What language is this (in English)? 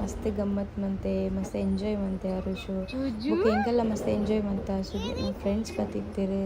Tulu